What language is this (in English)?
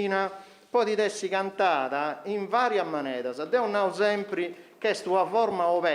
Sardinian